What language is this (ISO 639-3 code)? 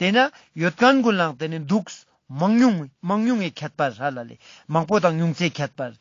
lbj